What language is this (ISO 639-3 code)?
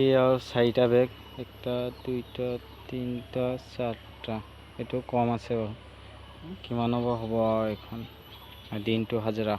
asm